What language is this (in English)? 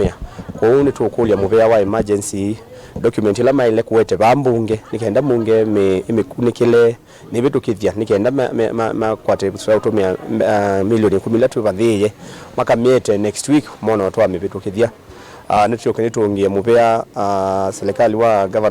Kamba